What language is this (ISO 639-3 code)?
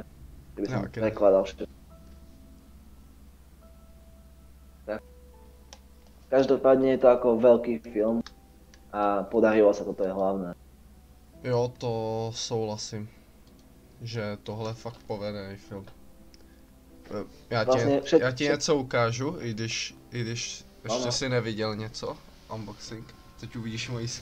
ces